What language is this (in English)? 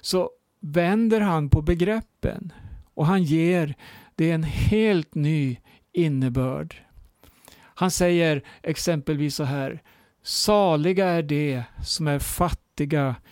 Swedish